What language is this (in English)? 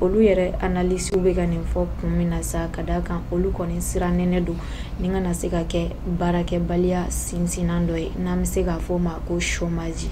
Bambara